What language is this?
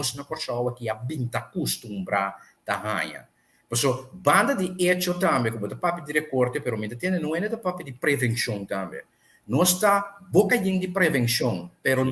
Papiamento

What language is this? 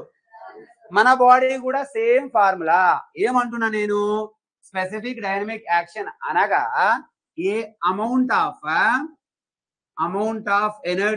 Telugu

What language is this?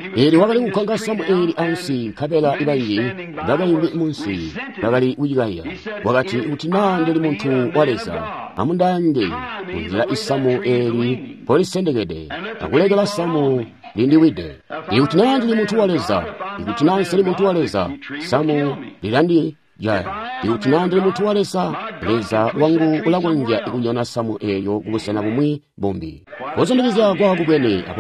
Tonga (Zambia)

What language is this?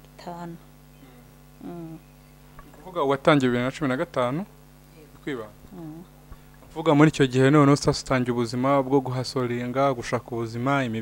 Kinyarwanda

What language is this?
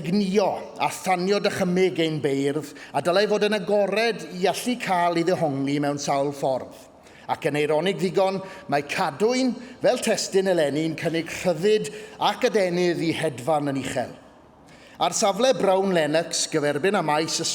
Welsh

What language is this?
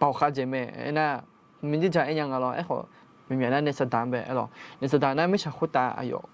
Akha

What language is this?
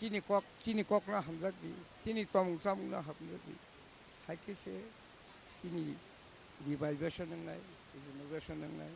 Kok Borok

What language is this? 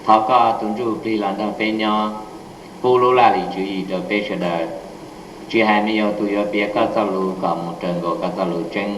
Hmong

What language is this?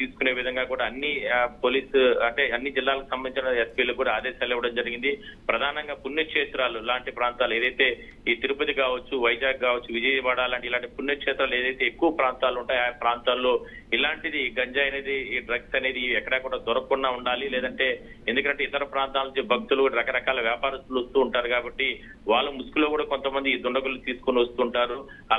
Telugu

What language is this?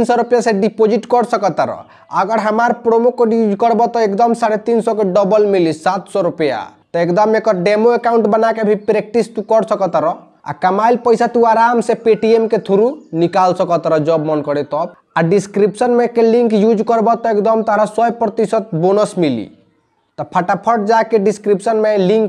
Bhojpuri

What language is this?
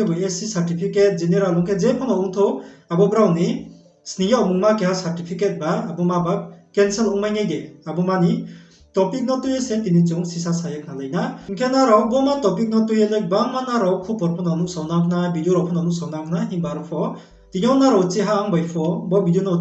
Riang (India)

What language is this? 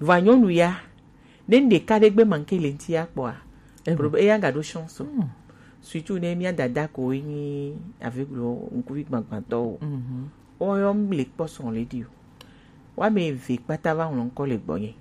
Gen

